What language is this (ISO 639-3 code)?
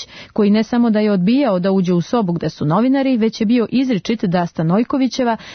srp